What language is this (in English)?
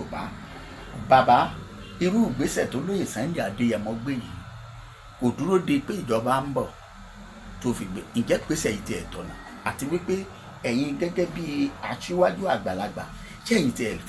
Yoruba